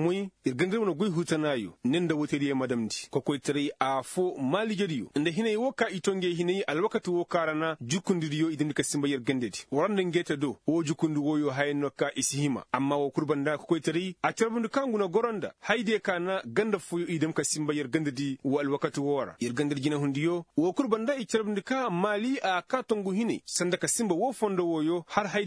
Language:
Koyraboro Senni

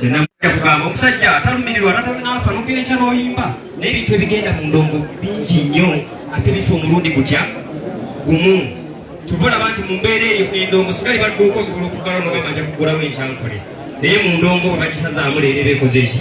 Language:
Ganda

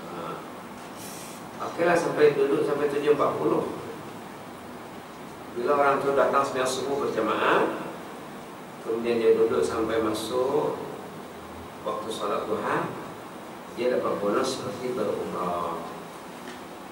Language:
Malay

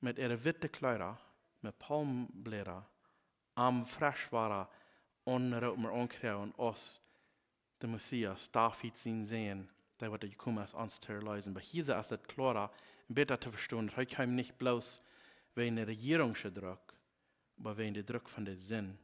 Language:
Plautdietsch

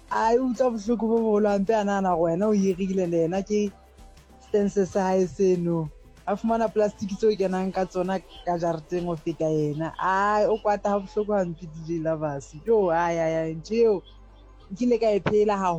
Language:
Southern Sotho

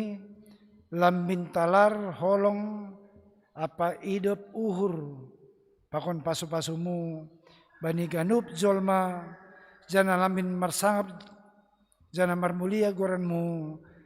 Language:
Batak Simalungun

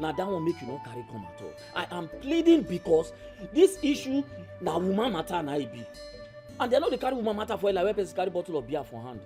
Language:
Nigerian Pidgin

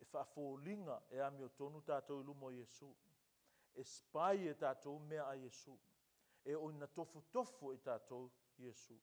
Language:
Samoan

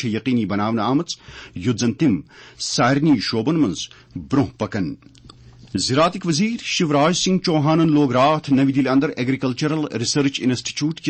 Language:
Kashmiri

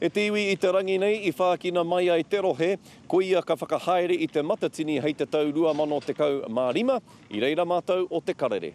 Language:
Māori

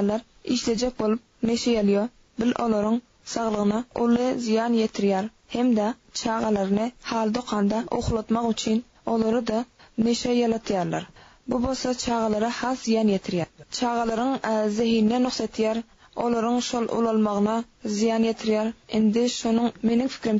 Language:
Turkmen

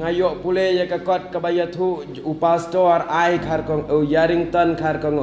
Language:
Khasi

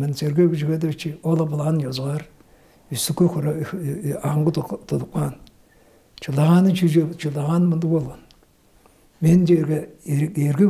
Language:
Tuvinian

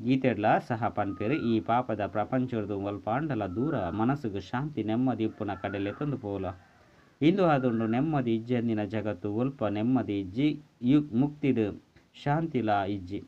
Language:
Tulu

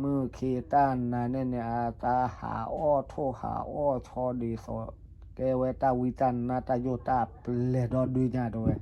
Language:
S'gaw Karen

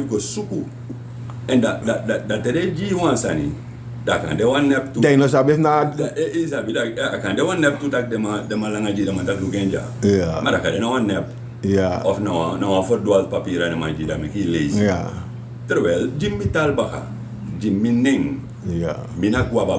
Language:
Sranan Tongo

